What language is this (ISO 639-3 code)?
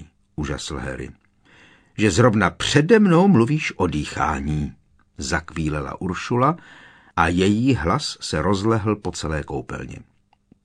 ces